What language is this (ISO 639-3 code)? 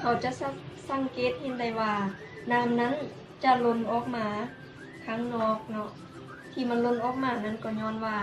lao